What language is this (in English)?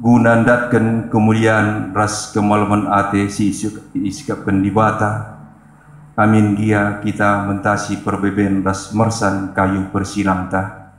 Batak Karo